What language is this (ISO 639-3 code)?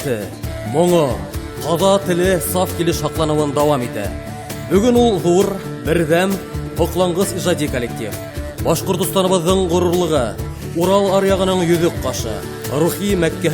bak